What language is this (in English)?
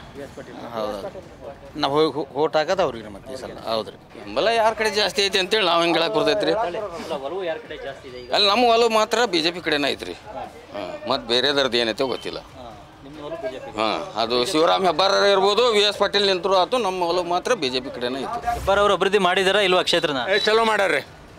Kannada